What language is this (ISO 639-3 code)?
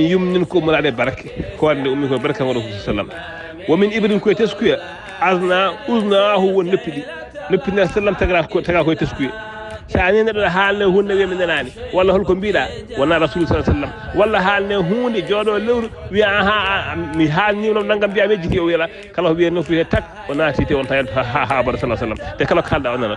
ful